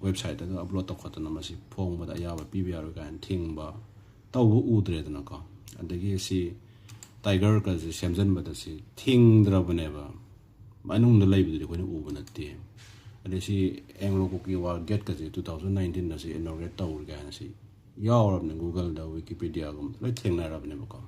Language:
Manipuri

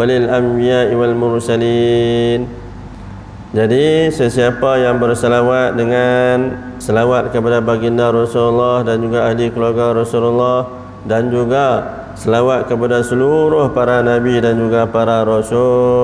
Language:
Malay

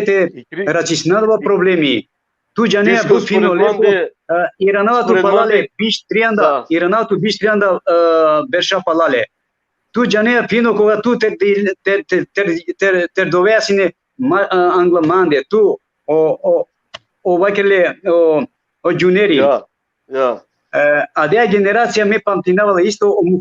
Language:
Balkan Romani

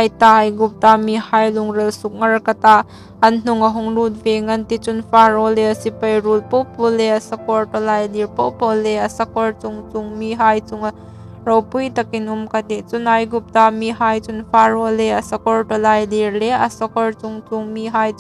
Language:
Hmar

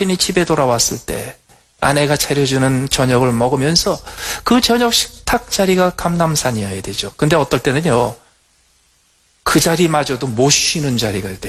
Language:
Korean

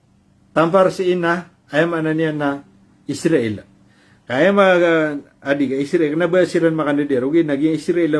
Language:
Maranao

